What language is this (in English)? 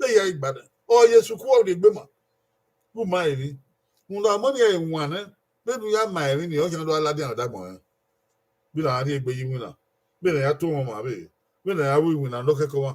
Bini